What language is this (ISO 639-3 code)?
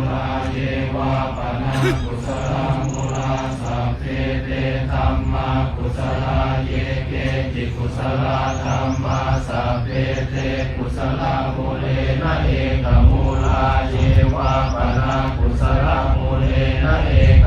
pli